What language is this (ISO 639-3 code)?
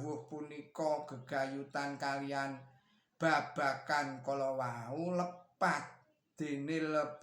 jav